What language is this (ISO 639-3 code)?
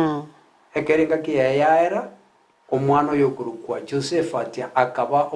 guz